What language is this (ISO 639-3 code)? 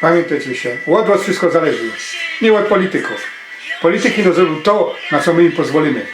szl